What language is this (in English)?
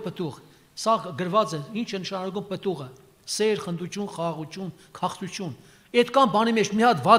Armenian